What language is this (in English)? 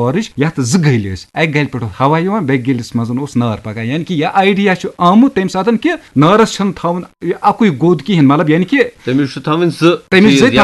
Kashmiri